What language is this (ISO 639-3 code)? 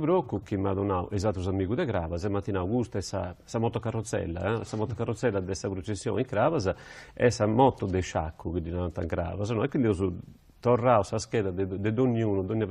srd